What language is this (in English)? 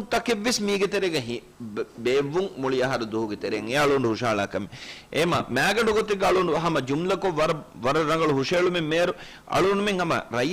Divehi